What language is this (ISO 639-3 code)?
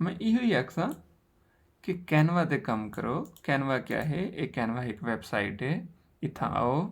skr